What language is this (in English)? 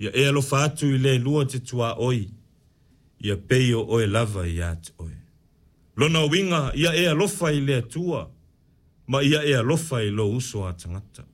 Samoan